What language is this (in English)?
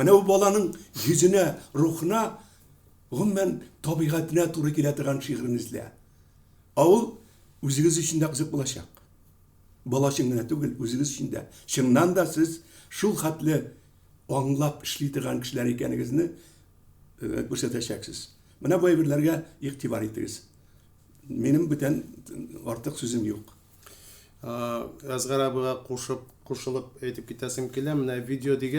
Tatar